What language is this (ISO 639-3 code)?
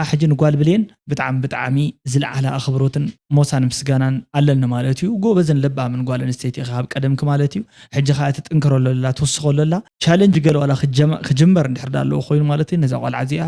tir